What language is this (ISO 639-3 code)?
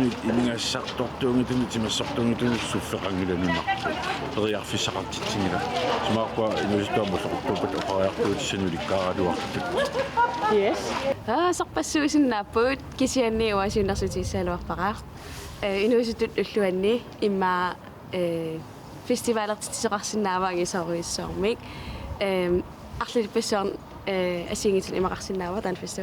kal